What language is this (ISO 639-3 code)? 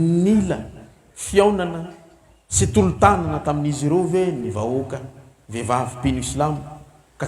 mlg